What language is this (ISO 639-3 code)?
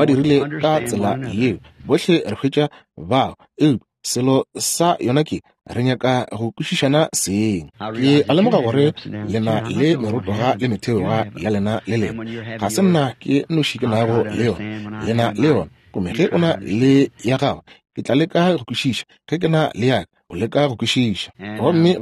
nso